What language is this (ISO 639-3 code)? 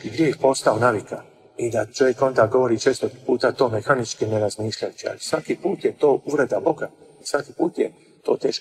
hrv